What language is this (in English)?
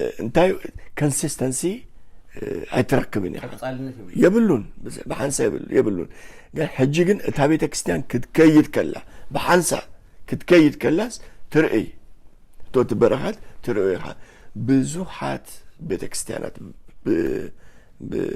Tigrinya